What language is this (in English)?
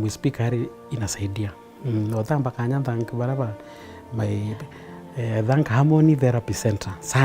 Meru